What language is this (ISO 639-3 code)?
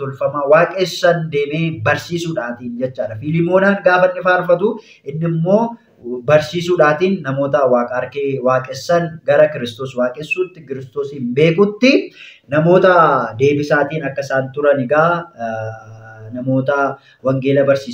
orm